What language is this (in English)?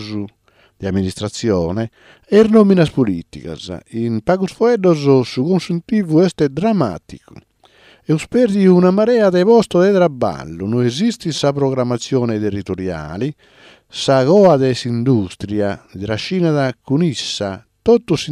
Sardinian